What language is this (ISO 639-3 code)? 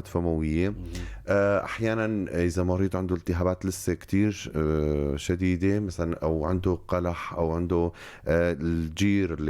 apc